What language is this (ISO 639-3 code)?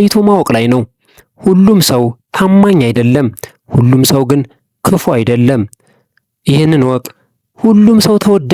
amh